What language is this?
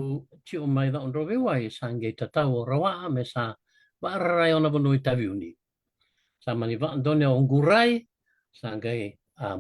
Fijian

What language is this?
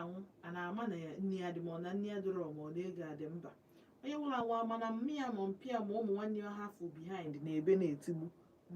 Igbo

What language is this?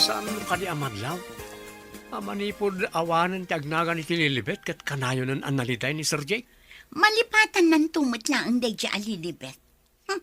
Iloko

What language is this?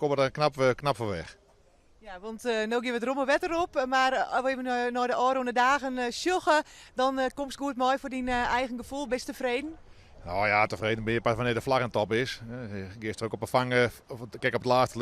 Western Frisian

